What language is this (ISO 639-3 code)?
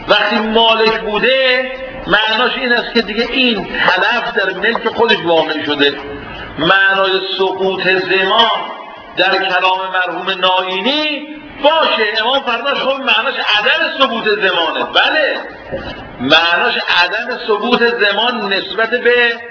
fas